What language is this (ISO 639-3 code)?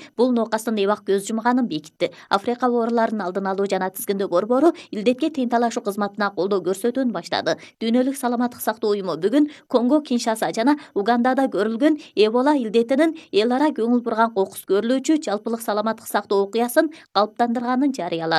kir